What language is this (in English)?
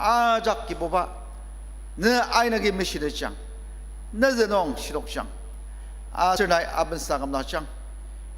Ao Naga